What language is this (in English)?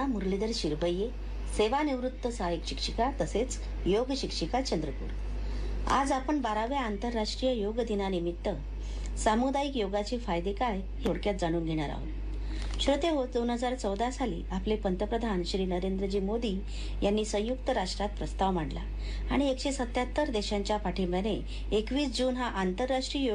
Marathi